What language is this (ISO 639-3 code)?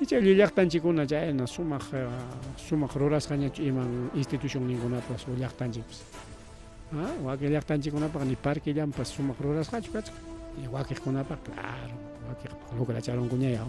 quy